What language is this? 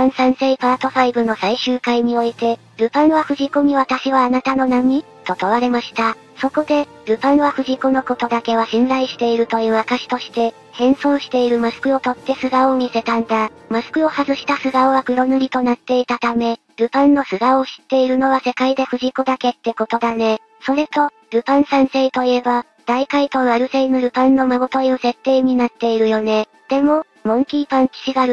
Japanese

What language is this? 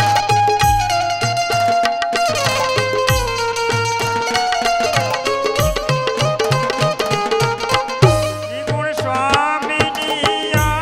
Gujarati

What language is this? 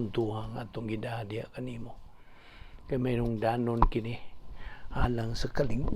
Cebuano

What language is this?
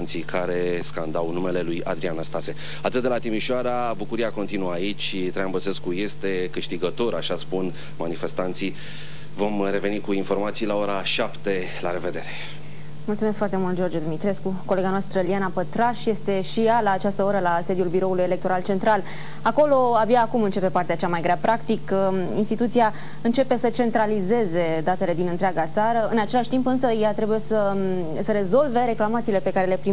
Romanian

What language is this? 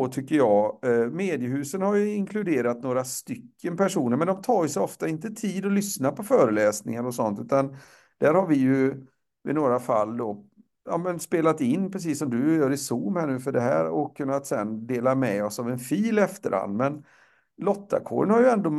Swedish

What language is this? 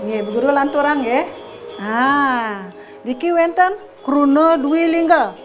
Balinese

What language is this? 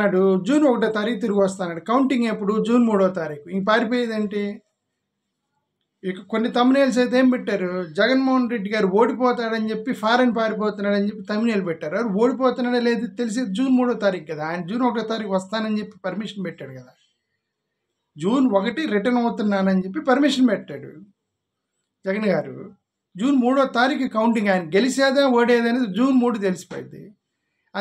Telugu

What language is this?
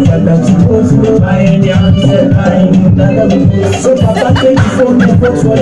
Krio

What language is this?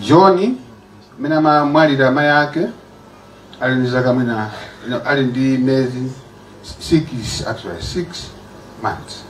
Nyanja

